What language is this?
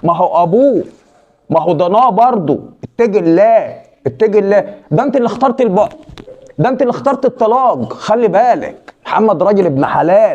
Egyptian Arabic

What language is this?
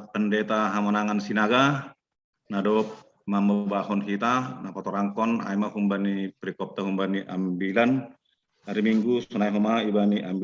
Batak Simalungun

